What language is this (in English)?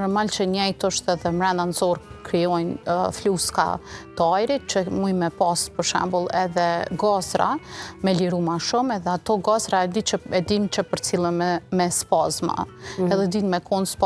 Albanian